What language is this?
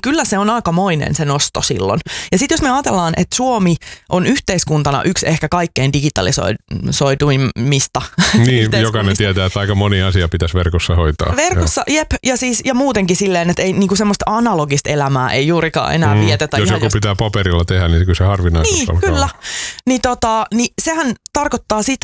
Finnish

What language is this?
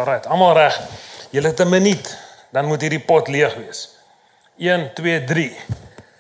Afrikaans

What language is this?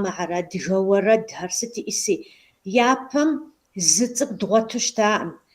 Kabardian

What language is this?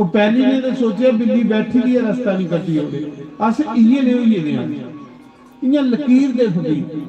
Dogri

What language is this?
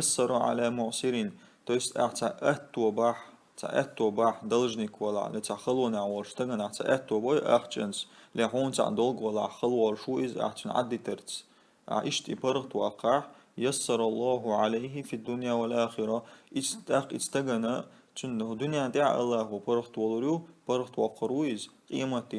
Chechen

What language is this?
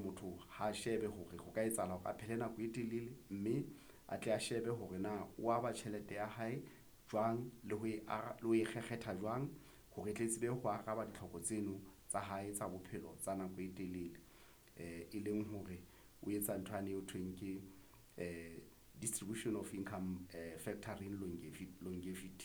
Southern Sotho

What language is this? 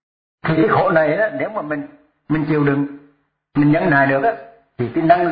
Vietnamese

